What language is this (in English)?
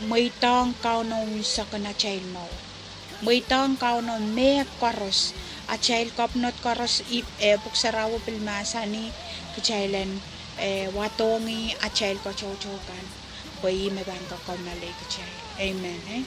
Pohnpeian